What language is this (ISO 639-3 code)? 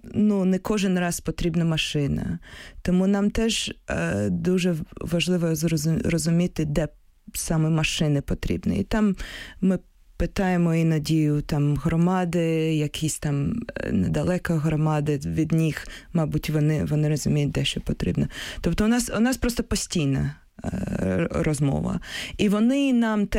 ukr